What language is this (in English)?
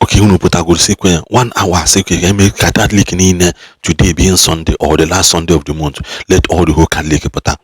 Igbo